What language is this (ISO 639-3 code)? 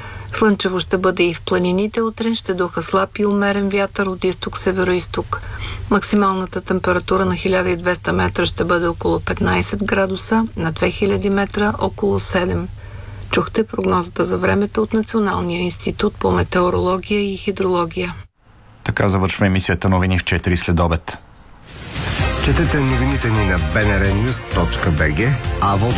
bul